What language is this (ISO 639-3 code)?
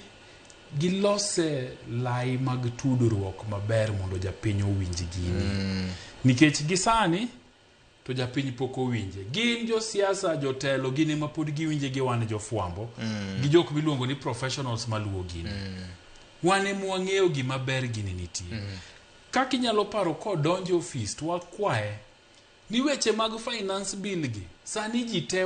luo